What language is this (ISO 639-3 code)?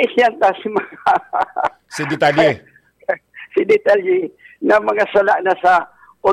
bik